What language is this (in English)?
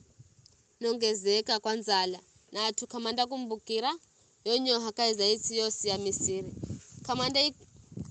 Giryama